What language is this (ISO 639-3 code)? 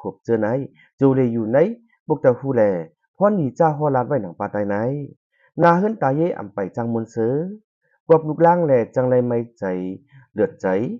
shn